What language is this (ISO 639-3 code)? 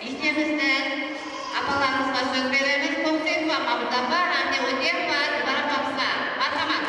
kaa